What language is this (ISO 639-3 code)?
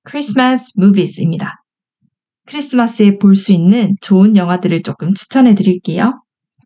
kor